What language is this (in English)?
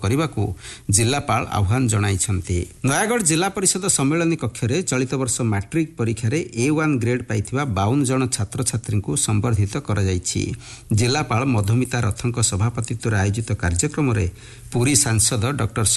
Odia